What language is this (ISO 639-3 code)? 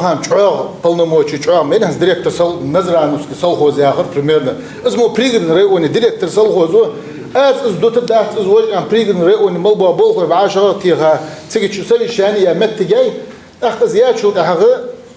inh